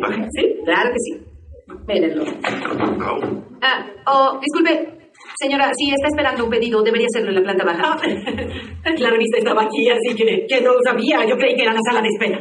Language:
Spanish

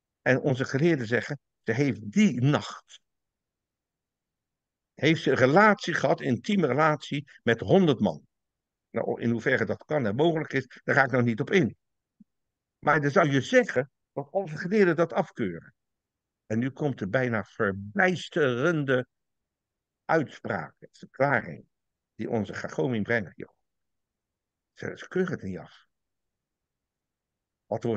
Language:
Dutch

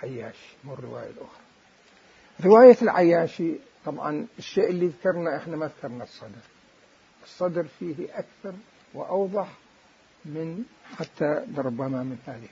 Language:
Mesopotamian Arabic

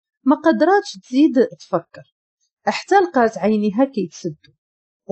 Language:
Moroccan Arabic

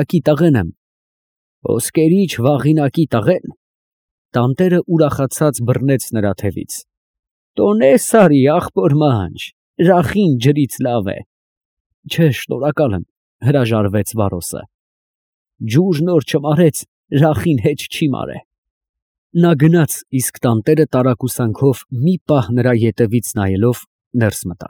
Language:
Armenian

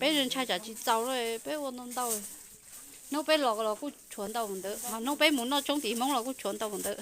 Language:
Hmong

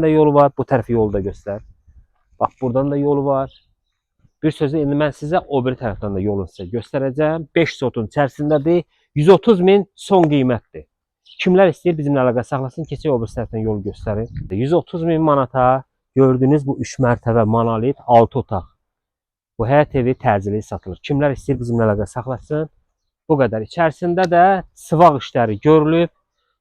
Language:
Azerbaijani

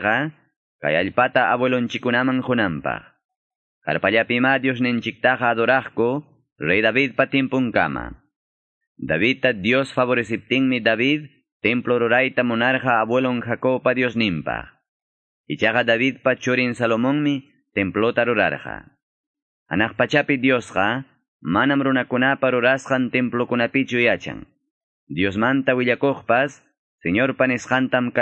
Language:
Quechua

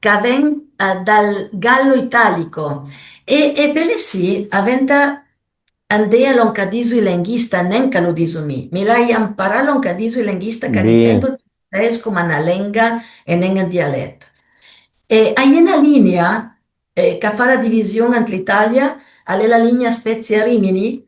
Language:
Piedmontese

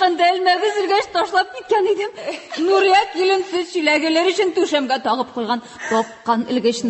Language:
Tatar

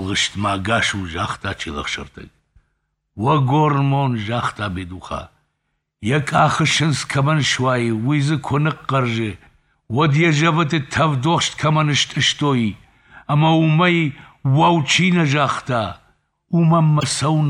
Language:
Ossetic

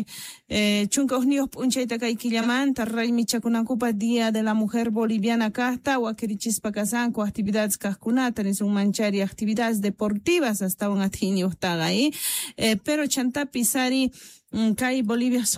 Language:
Quechua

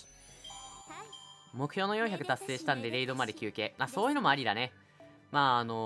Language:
Japanese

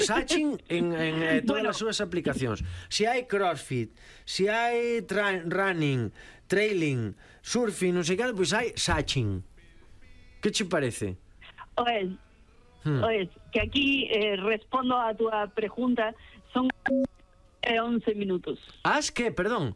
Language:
Galician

